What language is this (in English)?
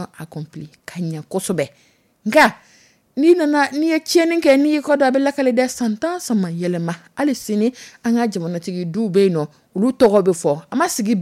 Dyula